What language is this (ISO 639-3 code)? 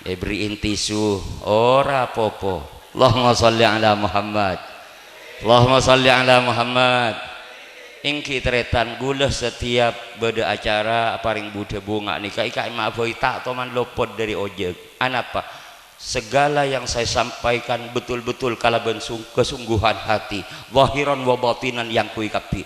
mad